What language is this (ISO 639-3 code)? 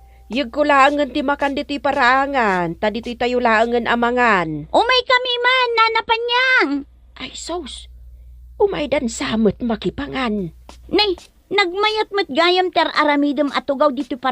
ilo